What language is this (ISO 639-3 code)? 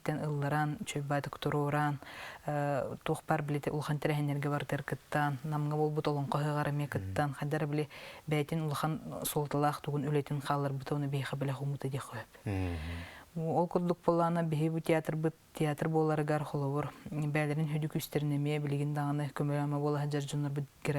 sah